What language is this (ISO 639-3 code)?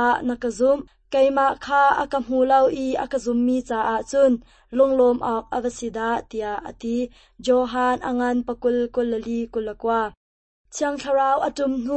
cnh